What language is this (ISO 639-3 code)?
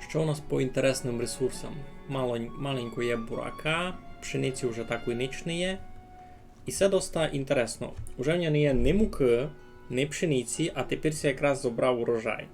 rue